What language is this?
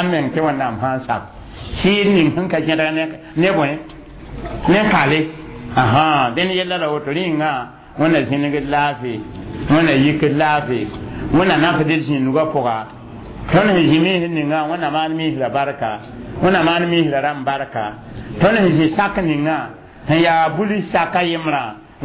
Mossi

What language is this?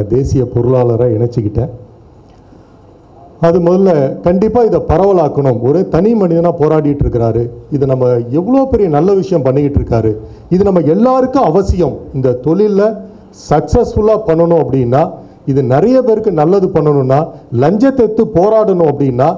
Tamil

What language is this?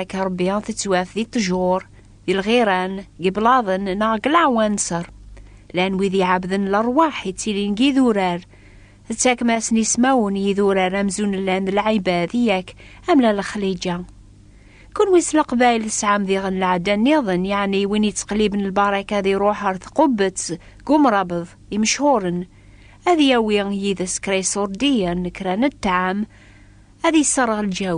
Kabyle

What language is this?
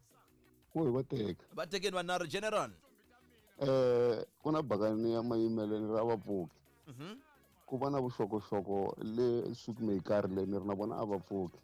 Tsonga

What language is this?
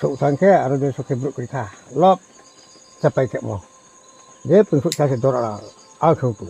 Riang (India)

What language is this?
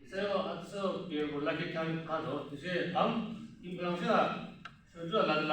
Yimchungru Naga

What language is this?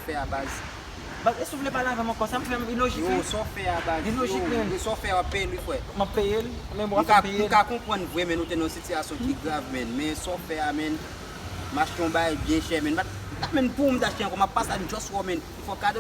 Haitian Creole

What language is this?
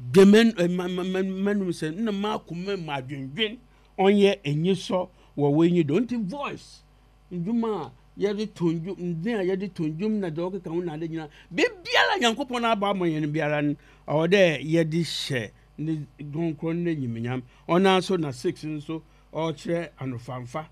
Akan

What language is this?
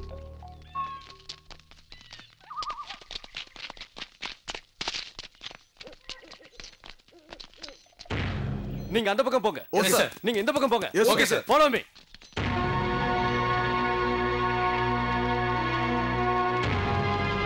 Tamil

